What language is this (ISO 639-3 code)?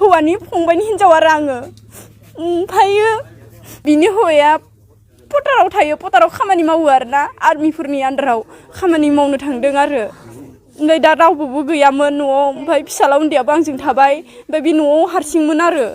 brx